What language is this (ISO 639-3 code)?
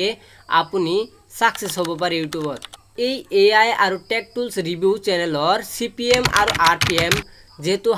asm